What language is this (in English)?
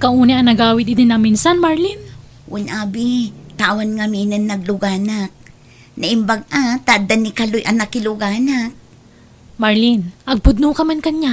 Iloko